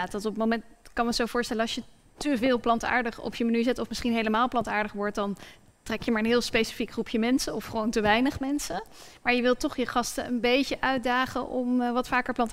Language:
Dutch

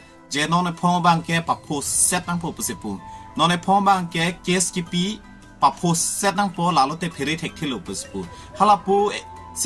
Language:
Karbi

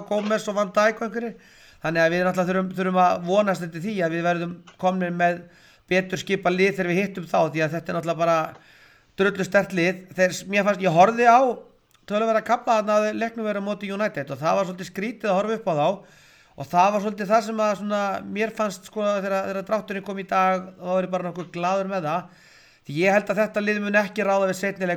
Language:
Icelandic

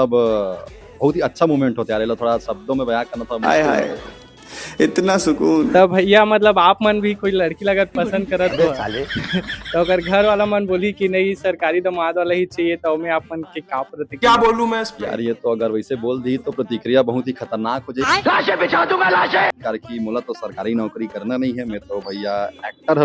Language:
Chhattisgarhi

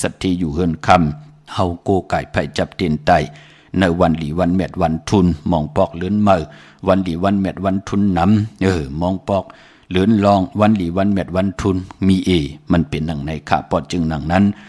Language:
Shan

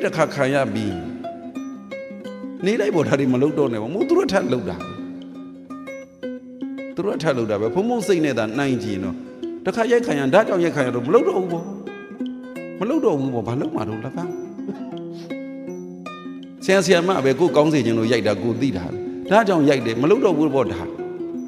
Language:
Burmese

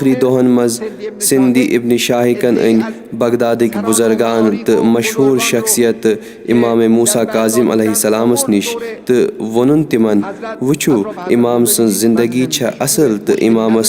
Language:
Kashmiri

